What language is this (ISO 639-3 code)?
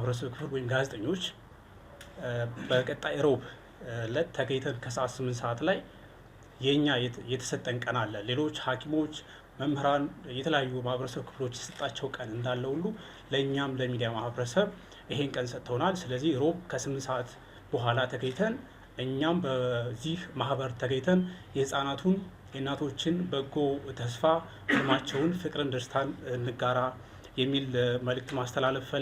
amh